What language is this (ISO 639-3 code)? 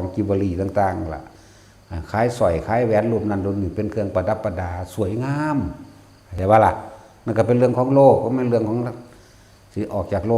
tts